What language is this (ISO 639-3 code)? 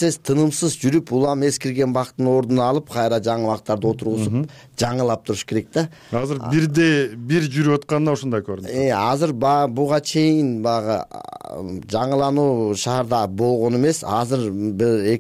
kir